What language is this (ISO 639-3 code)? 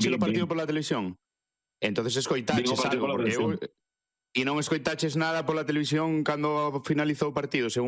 glg